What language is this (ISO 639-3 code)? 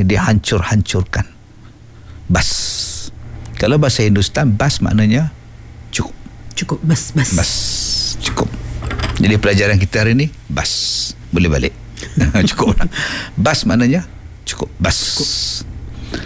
msa